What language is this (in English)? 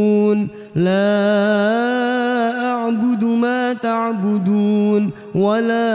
Arabic